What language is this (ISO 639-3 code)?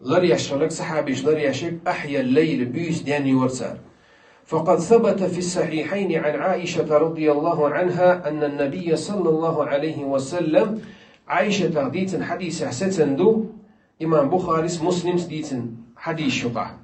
che